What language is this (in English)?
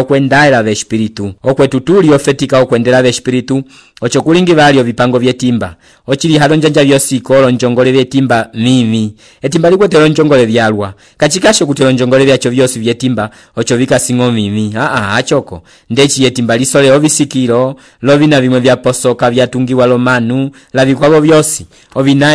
Umbundu